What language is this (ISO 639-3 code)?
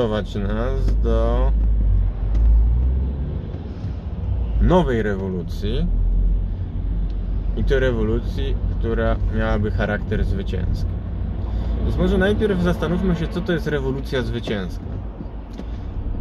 pol